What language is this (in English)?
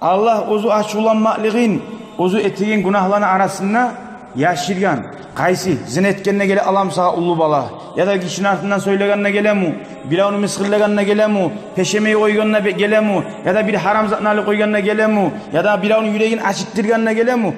Kumyk